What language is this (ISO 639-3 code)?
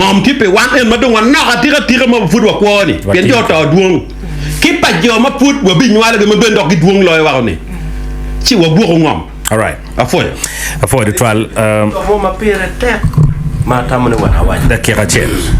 ach